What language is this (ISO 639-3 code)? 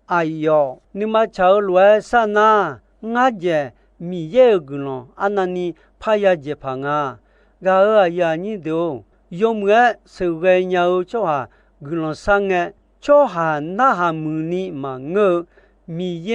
ahk